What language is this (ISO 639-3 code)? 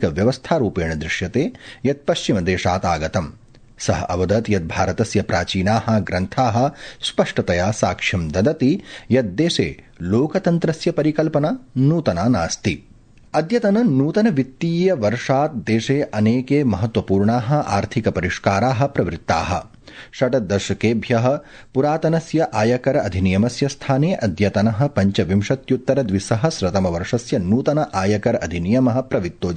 san